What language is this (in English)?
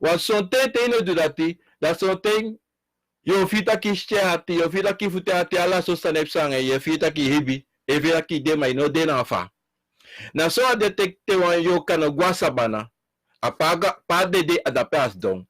Sranan Tongo